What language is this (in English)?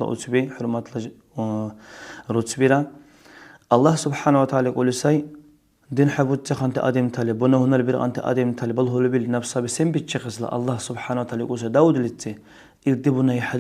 Dargwa